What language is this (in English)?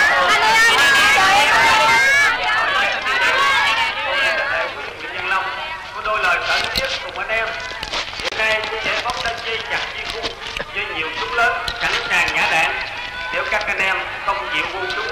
Vietnamese